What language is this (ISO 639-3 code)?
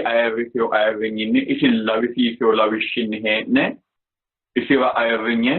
sid